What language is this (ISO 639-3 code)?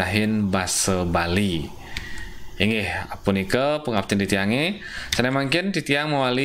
ban